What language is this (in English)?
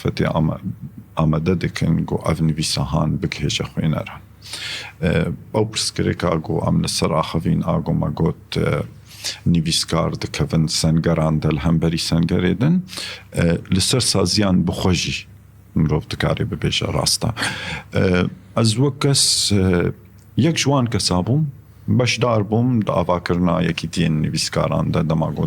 Kurdish